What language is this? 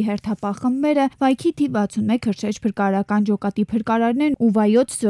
Armenian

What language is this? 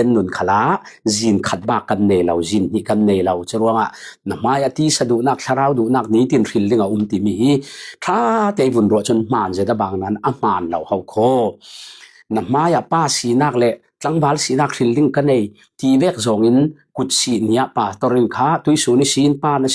Falam Chin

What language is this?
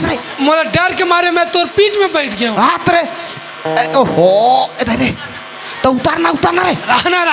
Chhattisgarhi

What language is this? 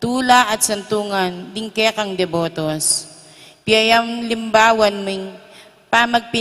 Pampanga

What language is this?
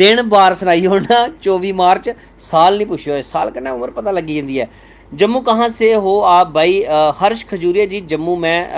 Dogri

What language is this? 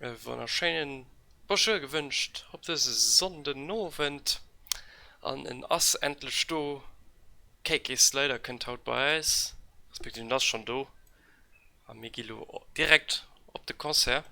Luxembourgish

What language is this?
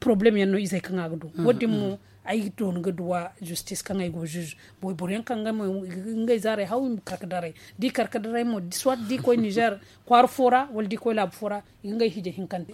Zarma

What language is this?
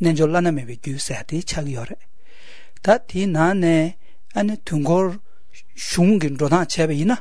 Latvian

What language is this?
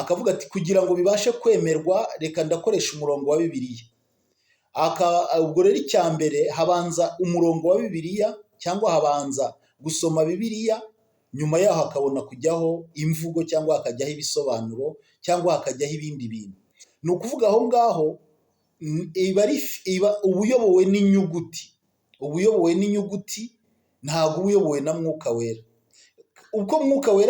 Kinyarwanda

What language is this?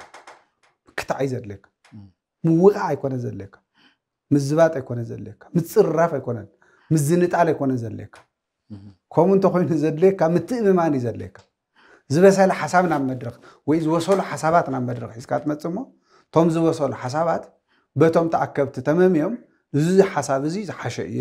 Tigrinya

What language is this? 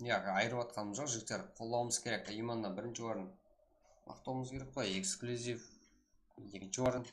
Kara-Kalpak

